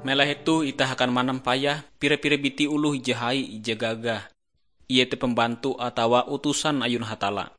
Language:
Ngaju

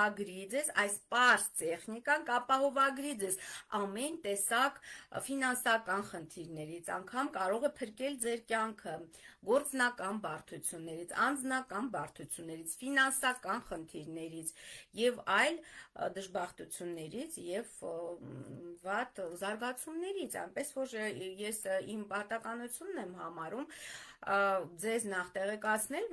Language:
Armenian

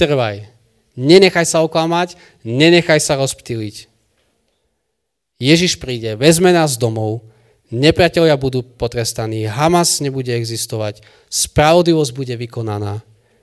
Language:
Slovak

